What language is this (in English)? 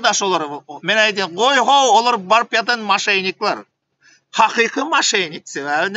Turkmen